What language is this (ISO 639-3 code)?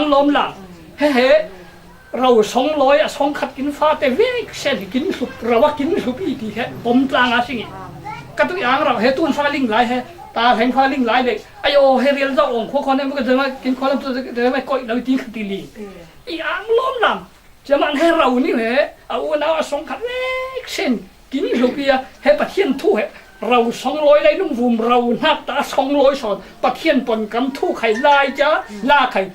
cfm